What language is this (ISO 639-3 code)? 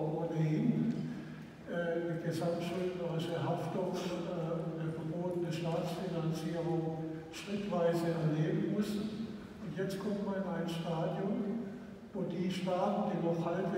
deu